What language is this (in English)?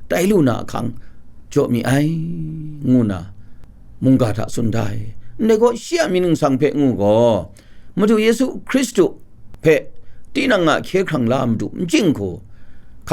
Kachin